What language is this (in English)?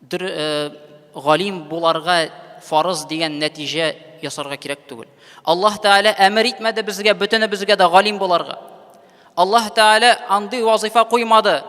Tatar